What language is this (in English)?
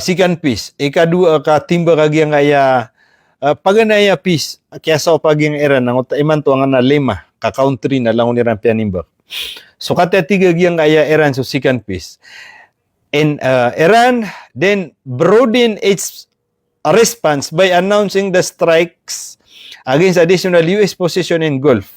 Maranao